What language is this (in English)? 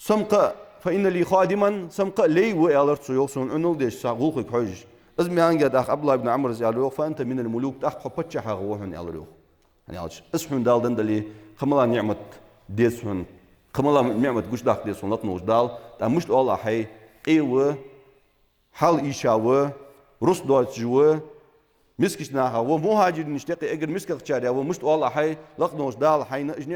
Ingush